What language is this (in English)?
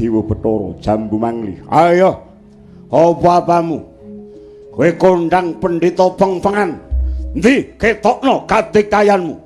Javanese